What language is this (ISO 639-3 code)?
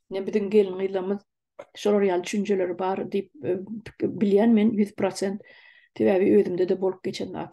tuk